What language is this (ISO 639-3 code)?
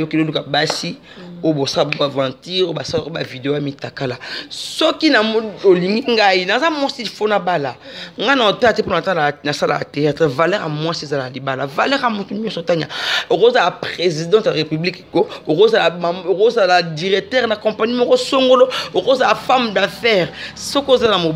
lin